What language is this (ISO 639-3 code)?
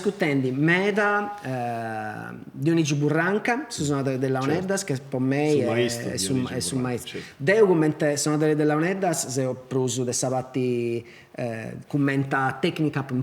srd